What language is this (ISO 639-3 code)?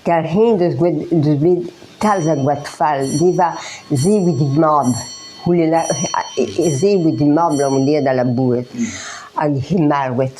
bre